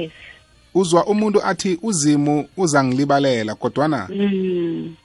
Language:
South Ndebele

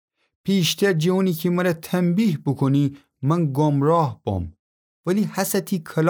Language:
Gilaki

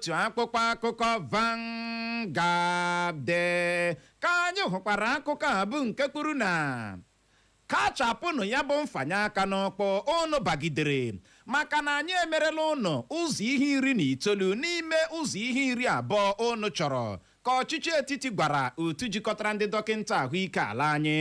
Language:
Igbo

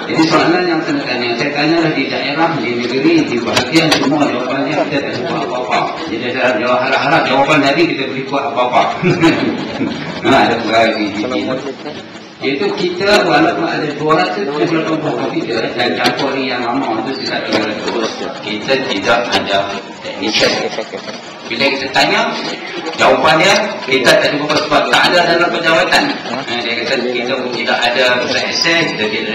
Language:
Malay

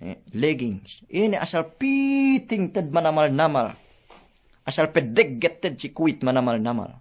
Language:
Yakan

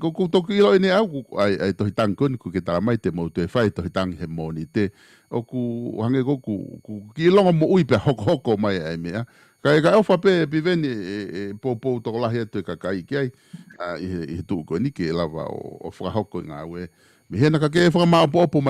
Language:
Tongan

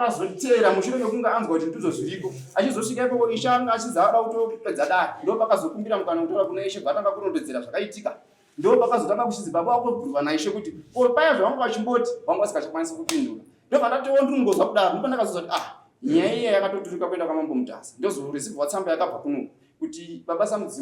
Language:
Shona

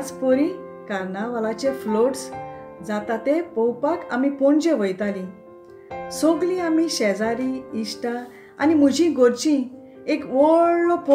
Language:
Konkani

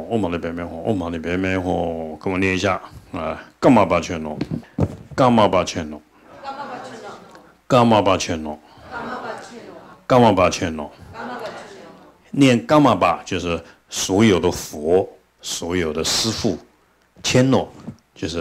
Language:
Chinese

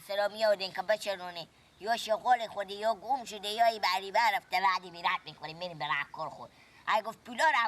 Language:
Persian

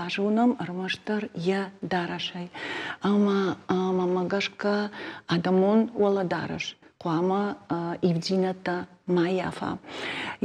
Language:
Ossetic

